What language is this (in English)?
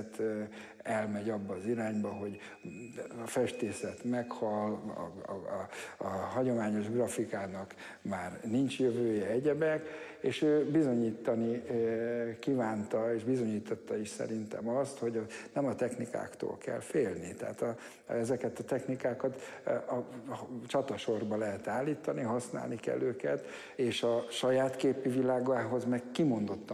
Hungarian